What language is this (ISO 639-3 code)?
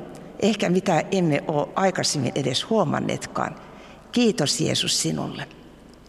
fin